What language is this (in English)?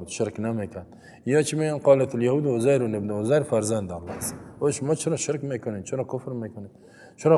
Persian